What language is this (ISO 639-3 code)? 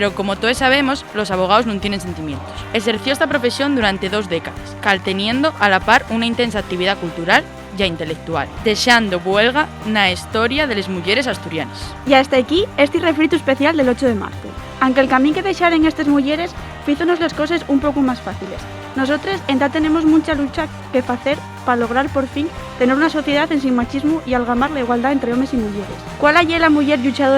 ast